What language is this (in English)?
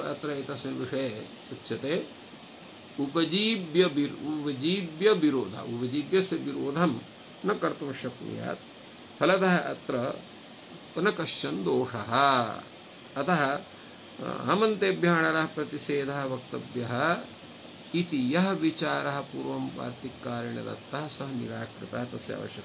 Sanskrit